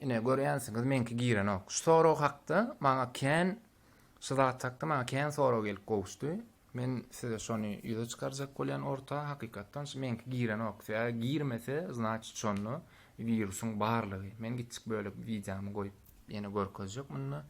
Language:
Turkmen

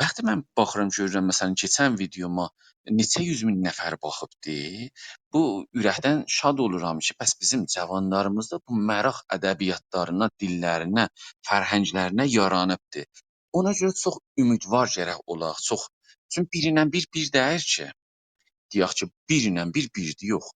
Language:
South Azerbaijani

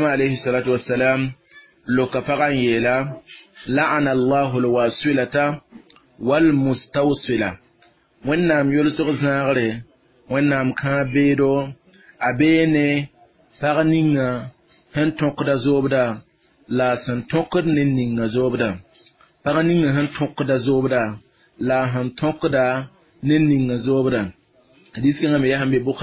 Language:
Mossi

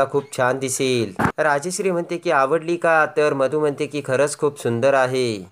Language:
Marathi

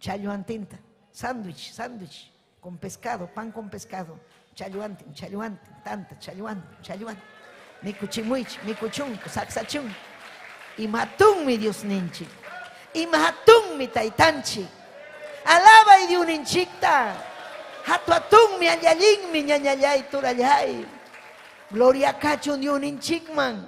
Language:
Ayacucho Quechua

